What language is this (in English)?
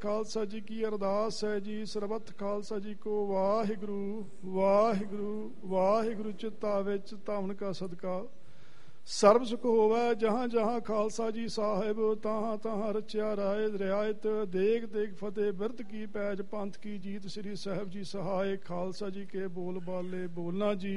Punjabi